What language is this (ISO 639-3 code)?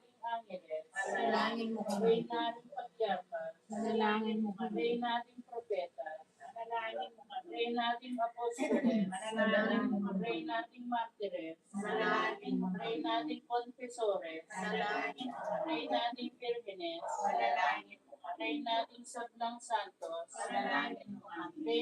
pam